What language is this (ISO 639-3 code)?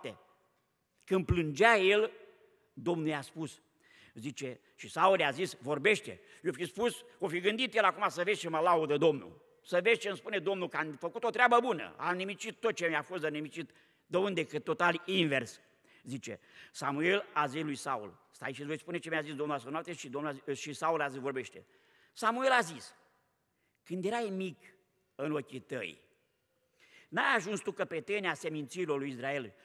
ron